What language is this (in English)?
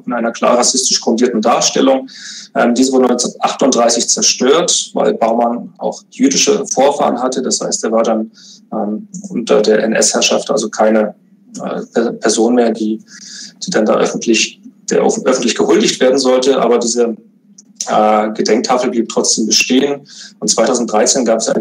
German